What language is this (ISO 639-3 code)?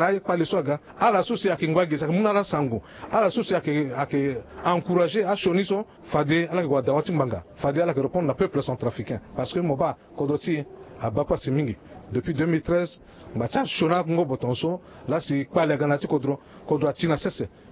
sag